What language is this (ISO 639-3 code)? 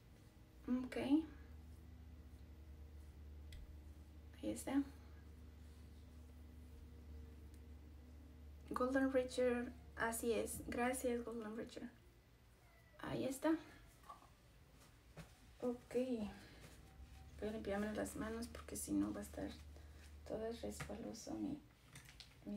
spa